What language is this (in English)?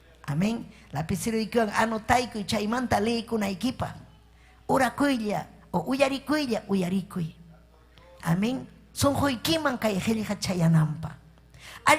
Ayacucho Quechua